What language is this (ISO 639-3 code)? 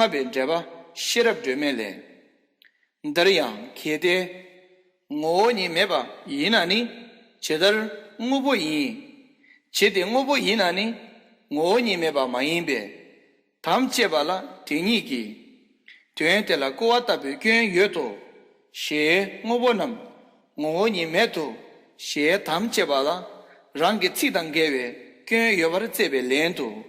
bod